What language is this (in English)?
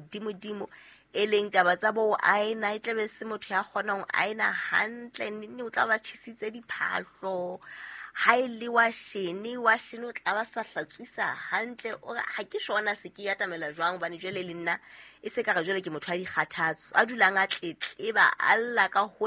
Southern Sotho